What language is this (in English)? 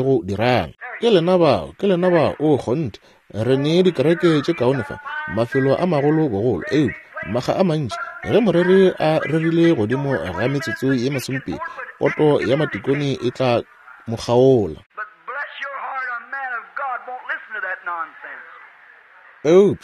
Northern Sotho